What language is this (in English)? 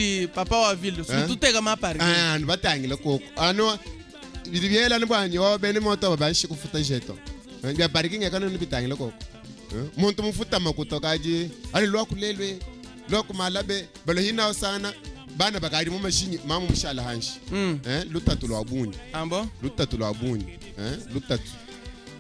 Luba-Lulua